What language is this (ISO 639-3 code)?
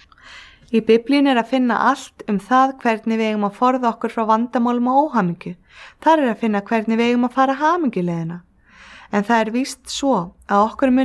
isl